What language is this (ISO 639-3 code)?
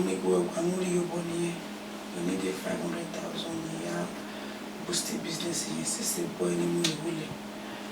bin